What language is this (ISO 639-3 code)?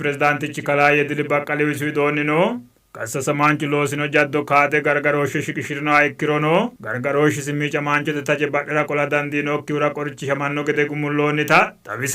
sid